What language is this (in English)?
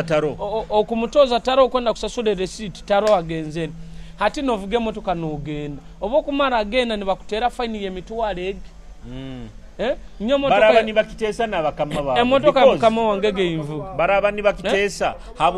Nyoro